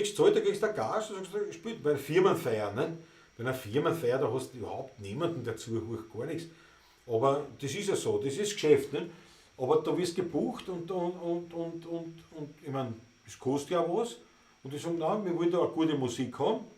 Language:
Bavarian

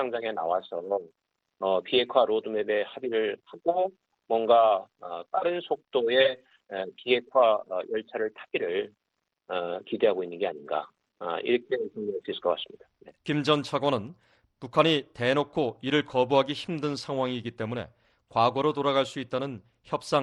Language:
Korean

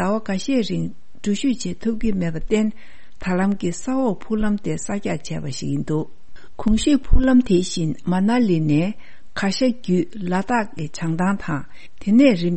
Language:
Tibetan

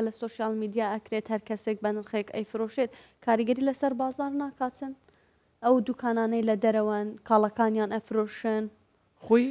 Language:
Central Kurdish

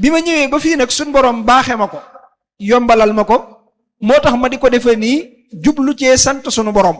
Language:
Wolof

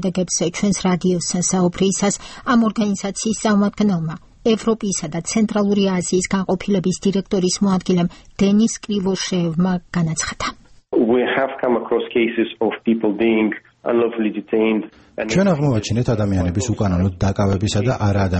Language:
Georgian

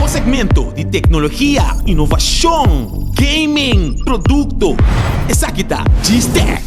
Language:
Papiamento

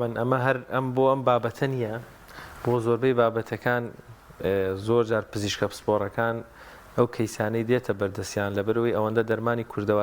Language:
Central Kurdish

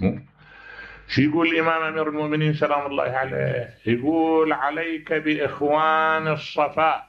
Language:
Mesopotamian Arabic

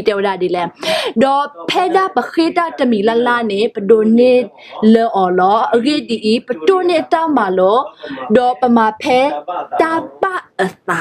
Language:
S'gaw Karen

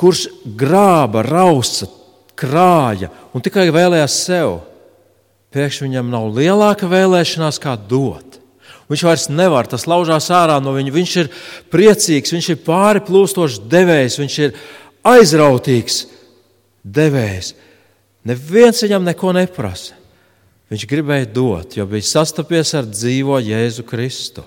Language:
Latvian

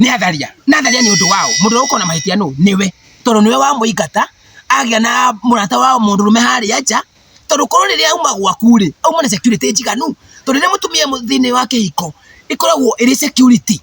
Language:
Kikuyu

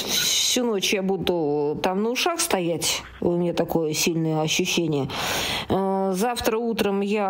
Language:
Russian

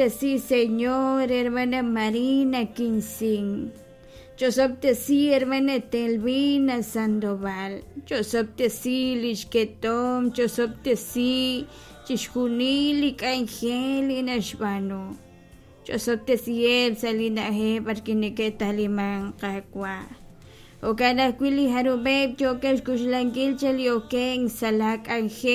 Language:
Kekchí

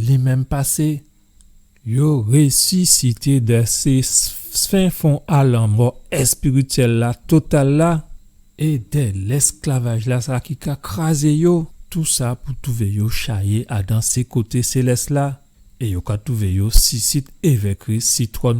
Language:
Guadeloupean Creole French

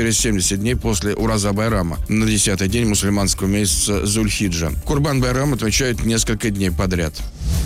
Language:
Russian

